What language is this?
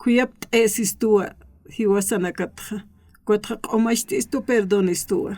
Aymara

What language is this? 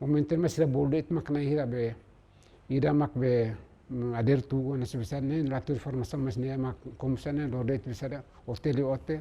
Tetum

